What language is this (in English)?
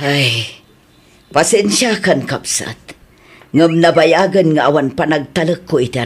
Iloko